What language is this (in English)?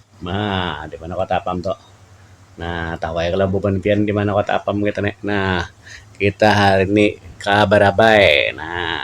Banjar